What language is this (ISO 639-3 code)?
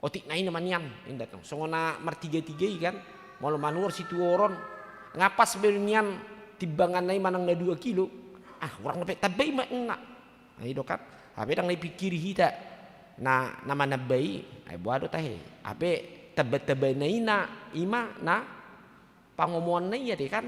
bbc